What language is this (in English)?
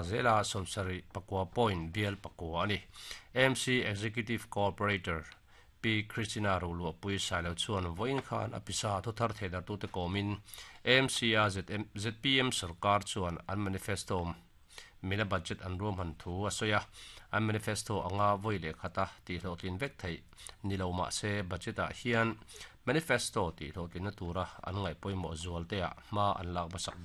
Mizo